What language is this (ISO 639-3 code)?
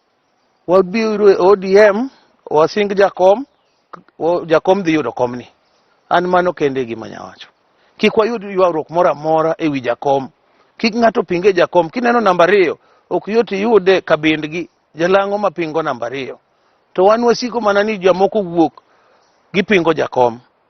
luo